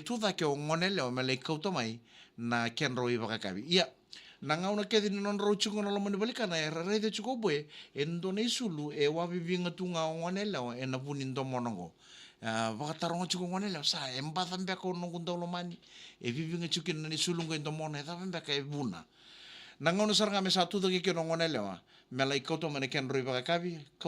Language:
Fijian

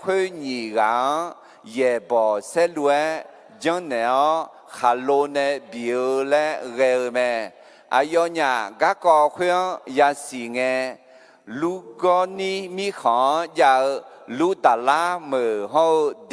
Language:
Akha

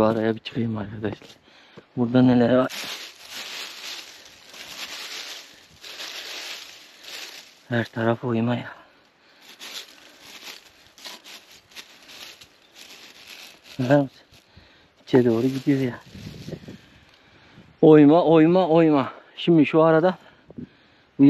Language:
Turkish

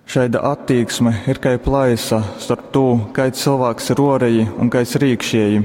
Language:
Latgalian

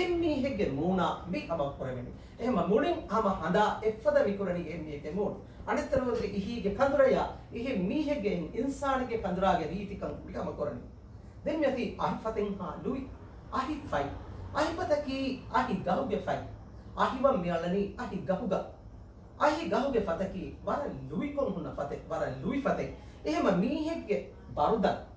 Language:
Divehi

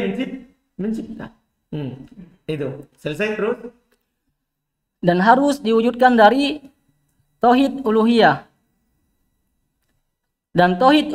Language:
Indonesian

